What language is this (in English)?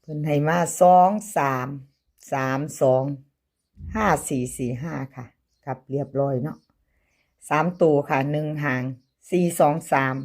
Northeastern Thai